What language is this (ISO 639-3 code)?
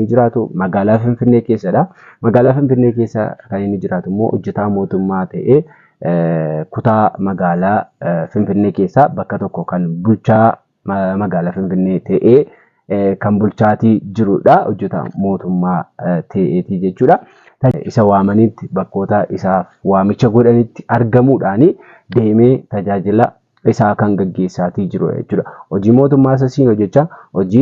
orm